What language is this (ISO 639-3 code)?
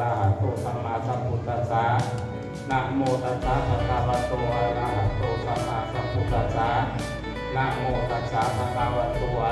pli